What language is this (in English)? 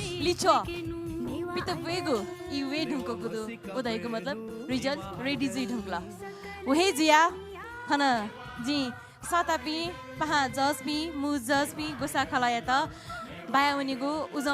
Newari